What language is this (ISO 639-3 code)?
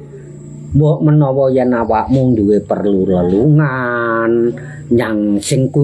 jav